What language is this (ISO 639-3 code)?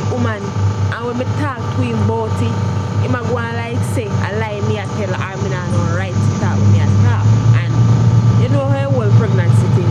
jam